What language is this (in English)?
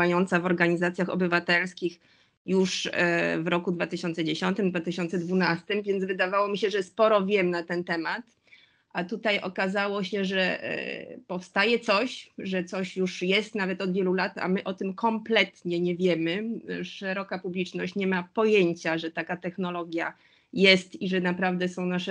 Polish